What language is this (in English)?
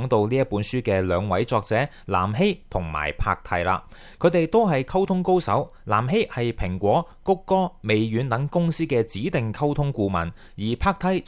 Cantonese